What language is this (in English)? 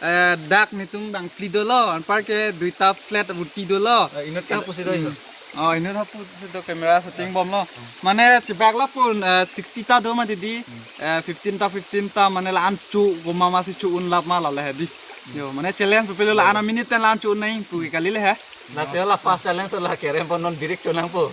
Karbi